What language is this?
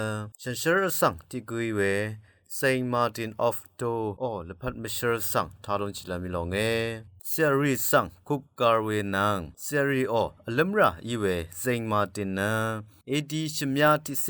Rawang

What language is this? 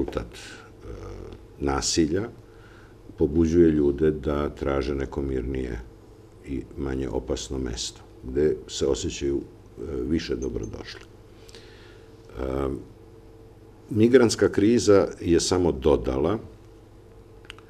Serbian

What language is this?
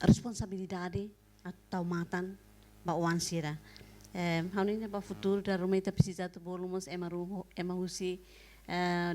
Tetum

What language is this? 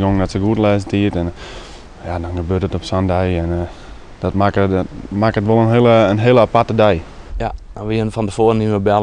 Western Frisian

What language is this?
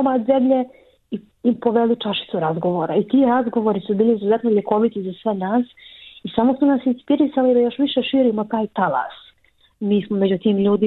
Bosnian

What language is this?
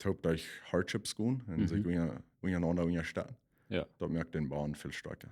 Plautdietsch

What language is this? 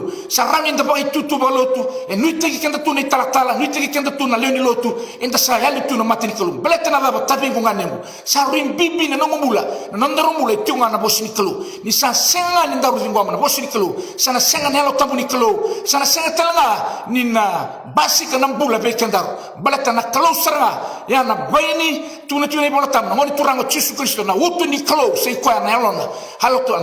Fijian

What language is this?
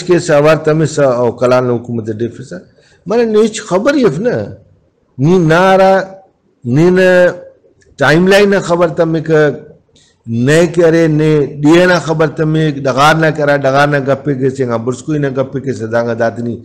Brahui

